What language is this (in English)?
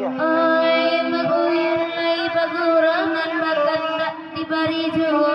Minangkabau